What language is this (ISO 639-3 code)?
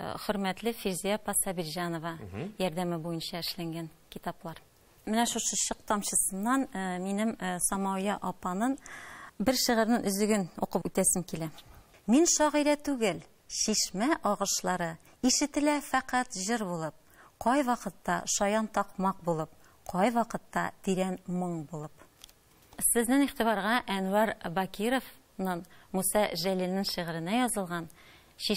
tat